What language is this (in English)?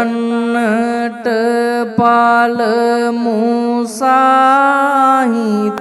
Sinhala